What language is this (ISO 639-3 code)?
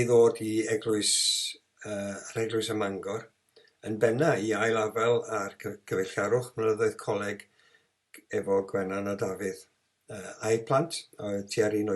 cym